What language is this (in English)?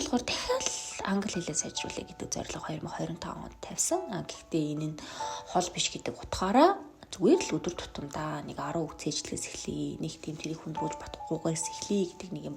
Mongolian